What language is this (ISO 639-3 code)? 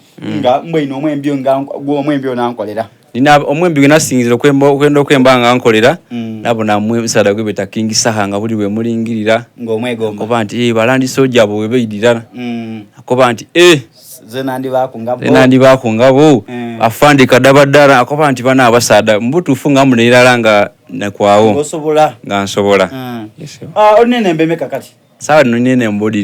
xog